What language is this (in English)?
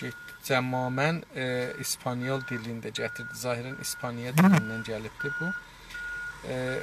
South Azerbaijani